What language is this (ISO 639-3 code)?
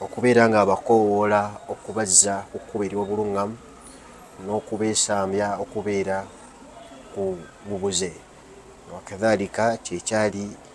lug